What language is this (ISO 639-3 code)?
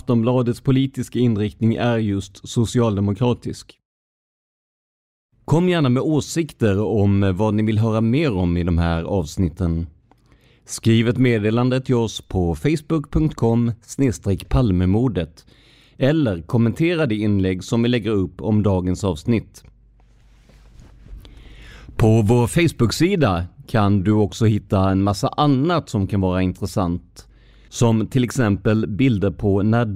swe